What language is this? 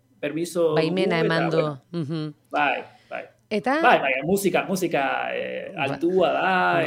Basque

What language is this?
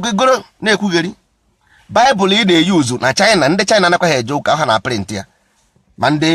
Igbo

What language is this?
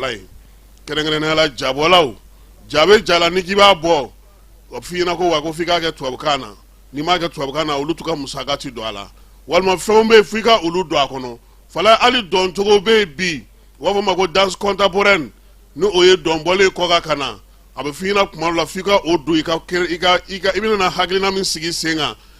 Bambara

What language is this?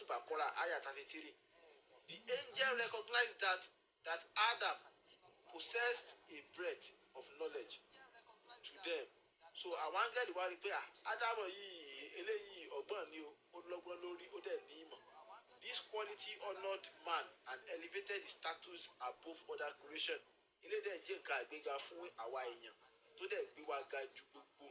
Yoruba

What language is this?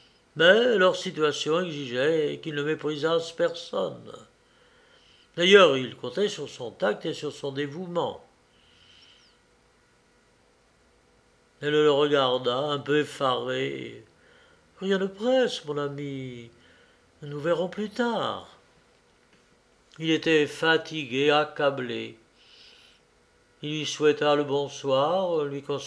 French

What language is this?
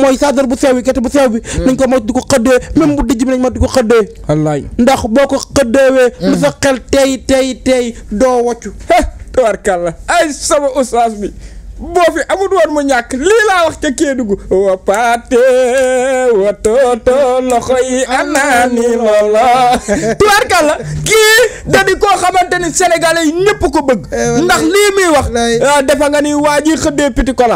Wolof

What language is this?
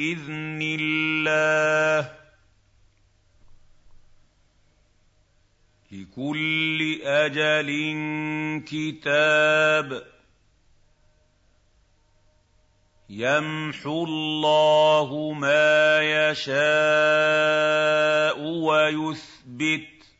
Arabic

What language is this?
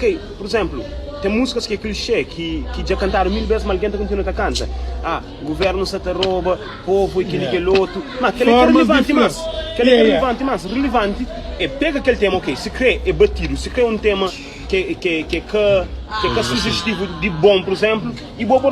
Kabuverdianu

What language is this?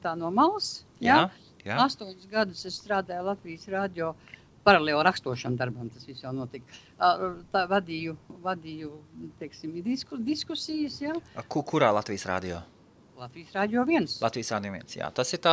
Latvian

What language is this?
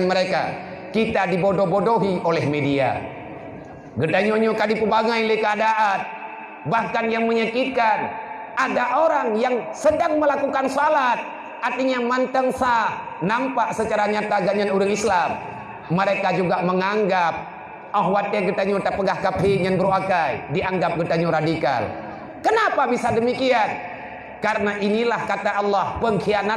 Achinese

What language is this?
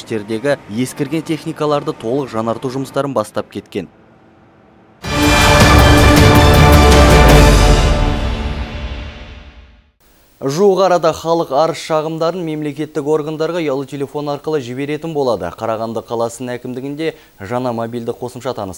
Kazakh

